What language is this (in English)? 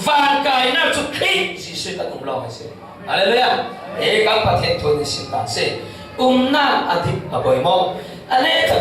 Falam Chin